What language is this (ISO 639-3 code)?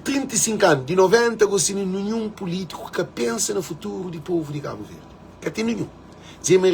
kea